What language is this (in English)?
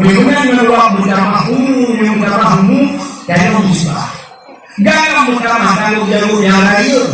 Achinese